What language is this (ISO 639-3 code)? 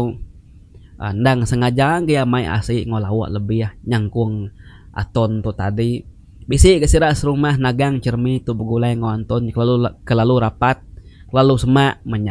iba